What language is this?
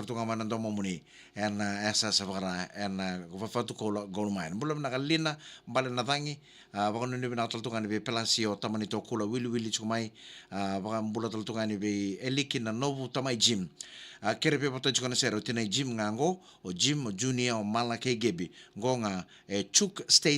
Fijian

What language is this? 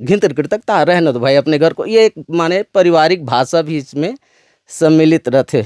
Chhattisgarhi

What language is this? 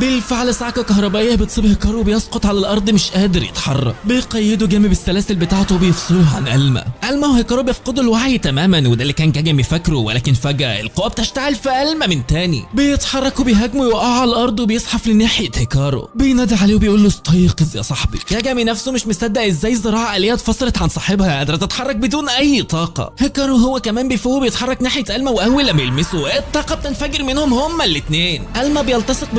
Egyptian Arabic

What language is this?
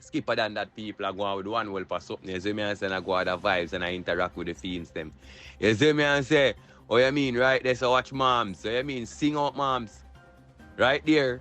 Jamaican Creole English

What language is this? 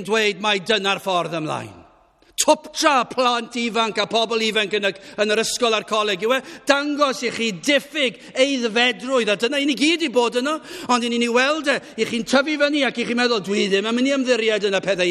Welsh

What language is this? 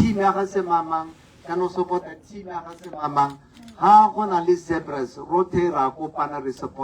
Tswana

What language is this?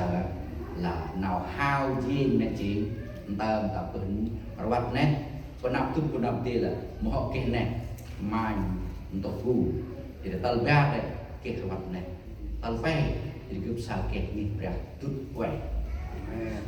Central Mnong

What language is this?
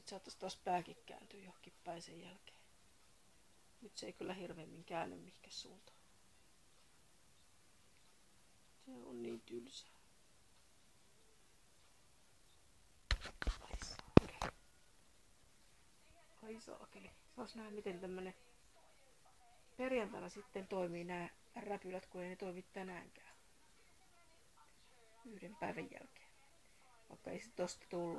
Finnish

